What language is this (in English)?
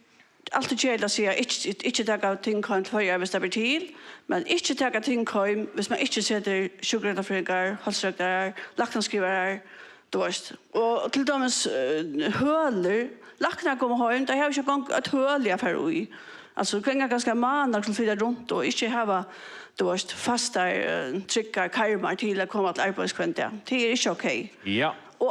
Faroese